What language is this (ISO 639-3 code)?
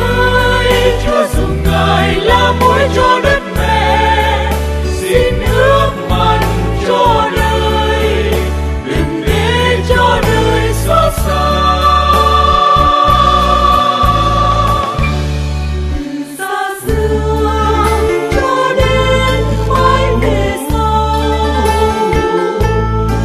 vie